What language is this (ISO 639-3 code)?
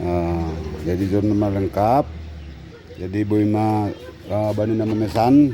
bts